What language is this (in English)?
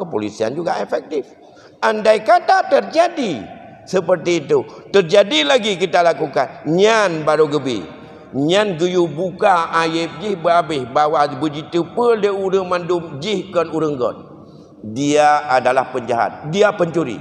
Achinese